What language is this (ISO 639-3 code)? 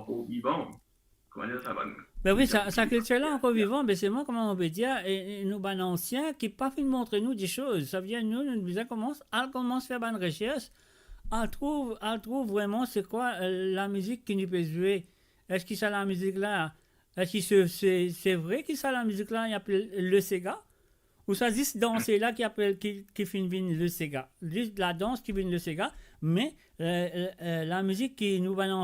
mfe